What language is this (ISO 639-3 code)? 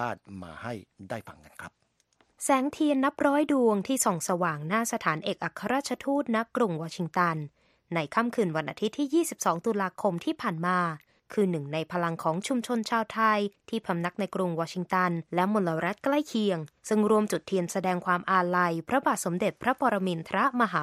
tha